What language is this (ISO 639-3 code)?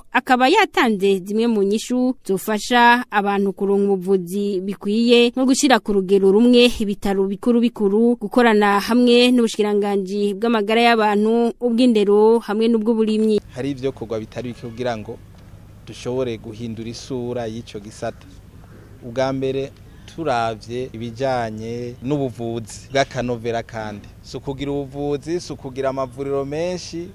run